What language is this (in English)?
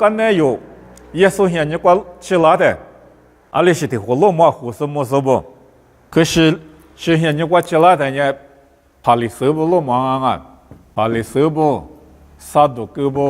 Lisu